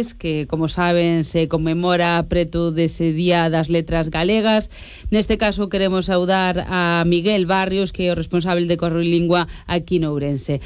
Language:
Galician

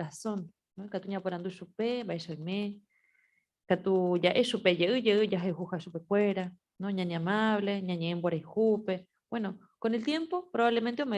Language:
Guarani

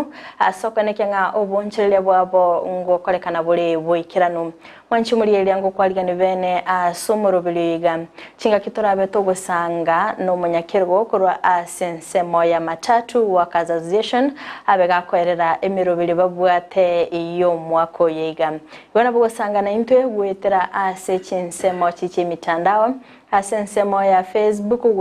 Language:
Gusii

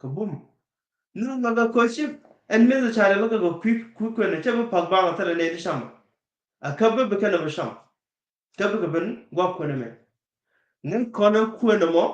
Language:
Nuer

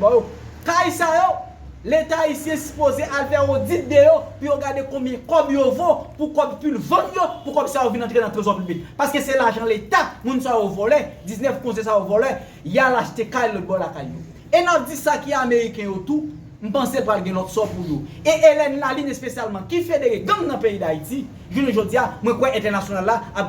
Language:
Haitian Creole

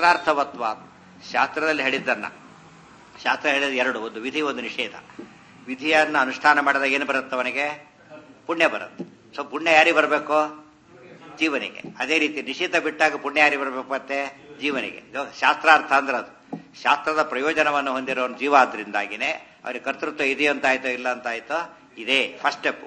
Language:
Kannada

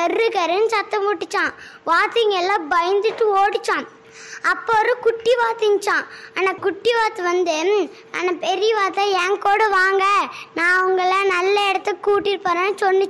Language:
Tamil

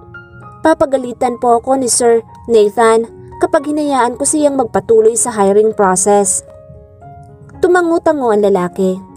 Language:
Filipino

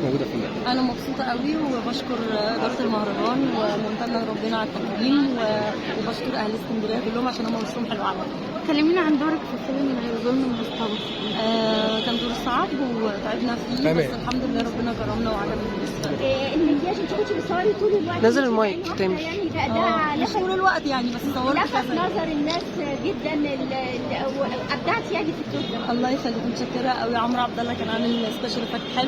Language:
Egyptian Arabic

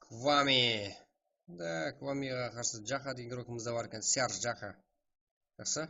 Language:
Kara-Kalpak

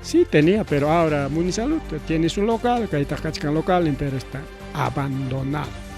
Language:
Ayacucho Quechua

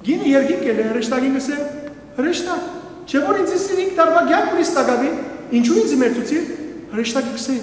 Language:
Western Armenian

